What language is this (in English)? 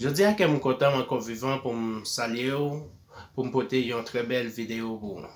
Haitian Creole